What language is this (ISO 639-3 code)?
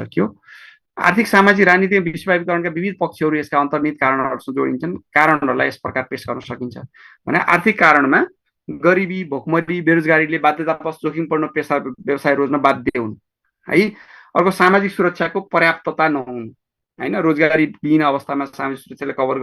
nep